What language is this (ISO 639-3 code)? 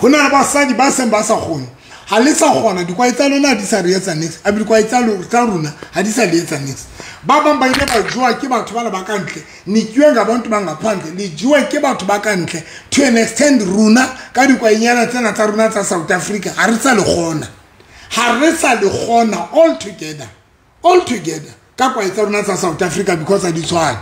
sot